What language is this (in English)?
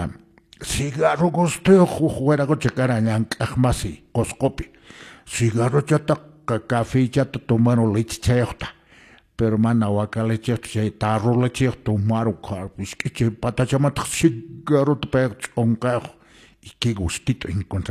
Quechua